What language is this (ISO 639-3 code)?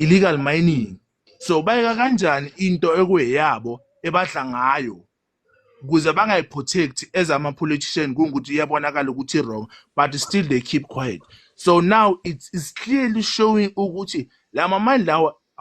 zul